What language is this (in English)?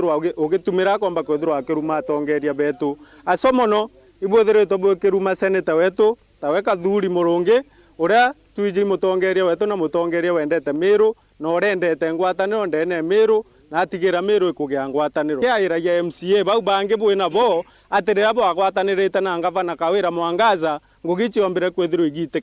Meru